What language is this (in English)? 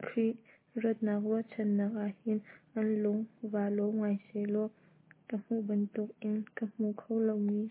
Hakha Chin